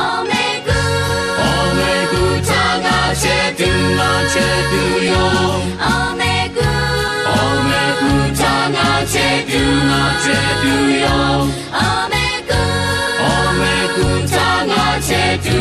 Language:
Lahu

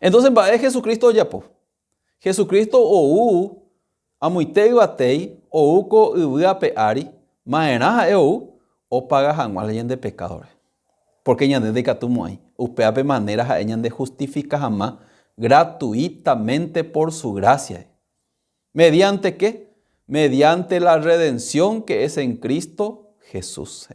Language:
Guarani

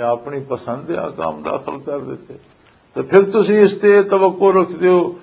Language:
Western Panjabi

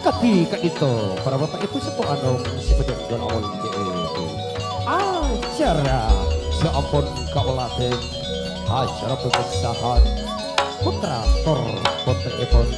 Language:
Madurese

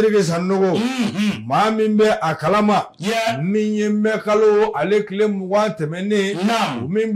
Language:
Bambara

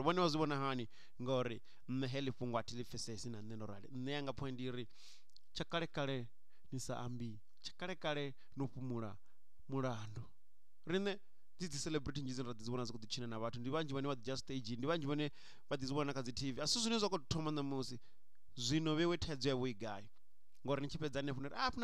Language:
Venda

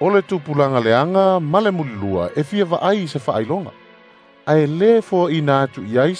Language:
Samoan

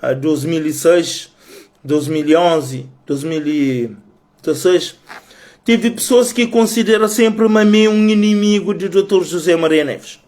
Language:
Kabuverdianu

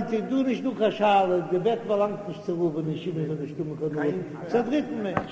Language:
Yiddish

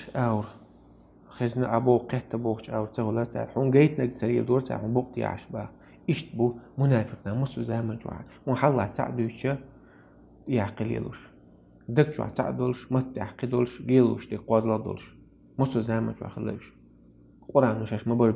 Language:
Chechen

